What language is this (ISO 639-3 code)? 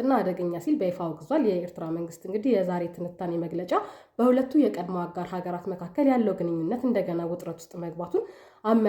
amh